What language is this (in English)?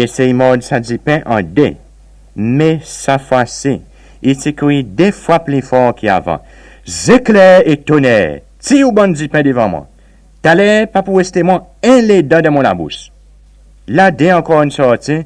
Seselwa Creole French